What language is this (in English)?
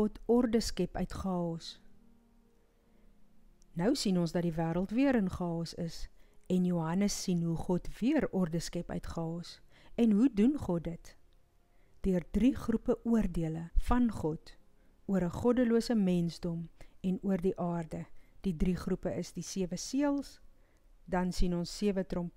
Afrikaans